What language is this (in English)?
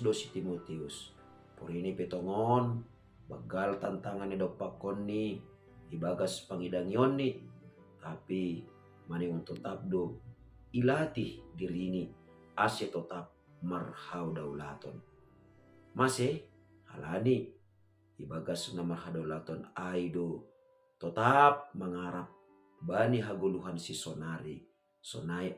Batak Simalungun